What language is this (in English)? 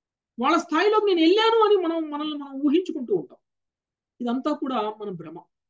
Telugu